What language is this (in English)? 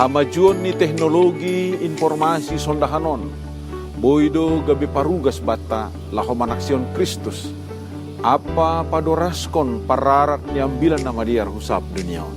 Batak Simalungun